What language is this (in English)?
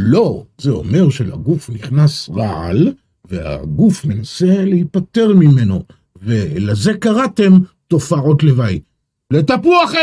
Hebrew